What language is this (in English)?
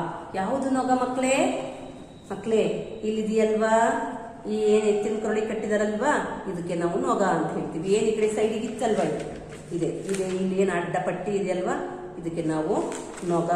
Kannada